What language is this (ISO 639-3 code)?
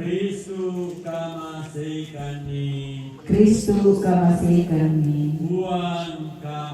sda